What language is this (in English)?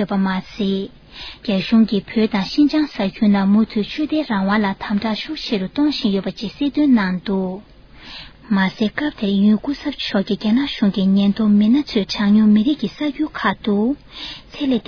Tibetan